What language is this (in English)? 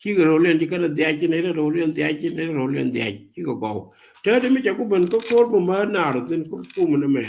Nuer